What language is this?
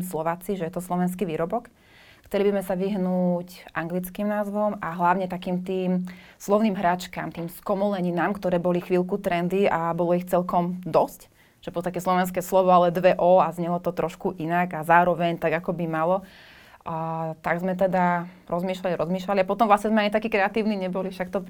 Slovak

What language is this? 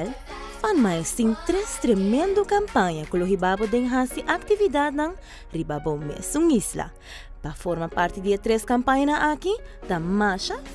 Papiamento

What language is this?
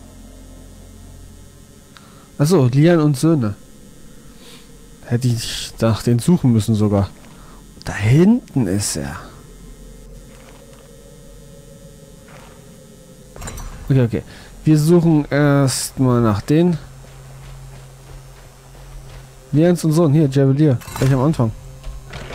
German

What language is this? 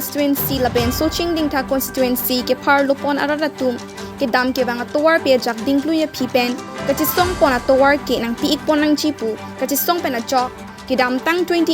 Karbi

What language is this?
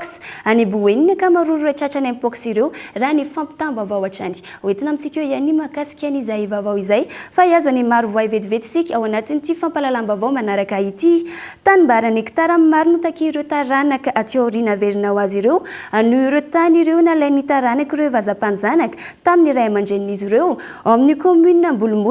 Malagasy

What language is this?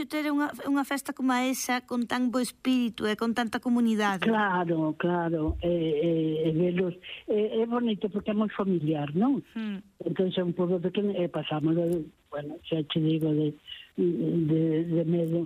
Galician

